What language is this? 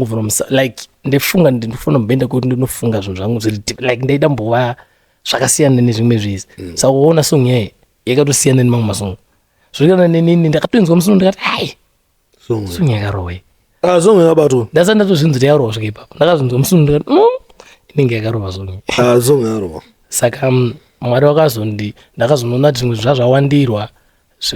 Shona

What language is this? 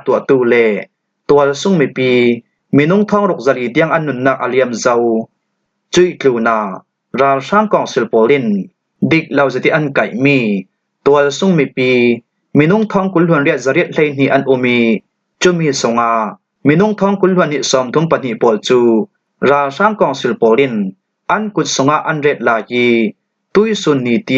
Falam Chin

